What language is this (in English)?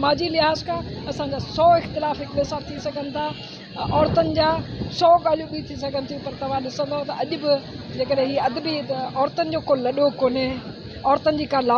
Sindhi